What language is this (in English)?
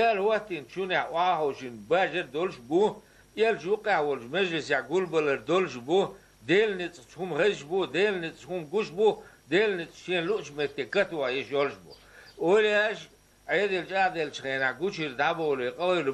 Chechen